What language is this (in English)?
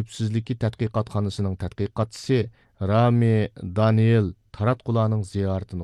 Uyghur